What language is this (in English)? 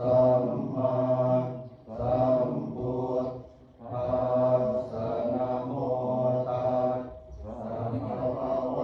Pali